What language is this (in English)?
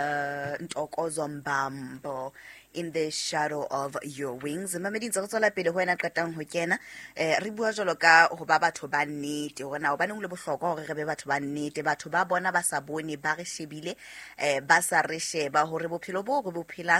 Southern Sotho